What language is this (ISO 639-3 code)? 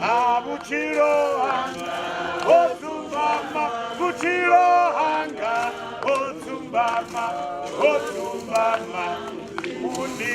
ven